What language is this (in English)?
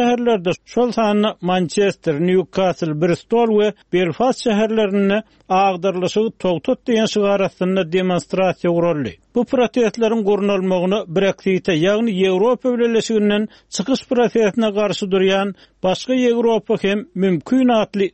Turkmen